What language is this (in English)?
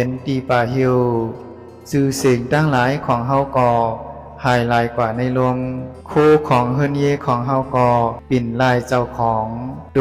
Shan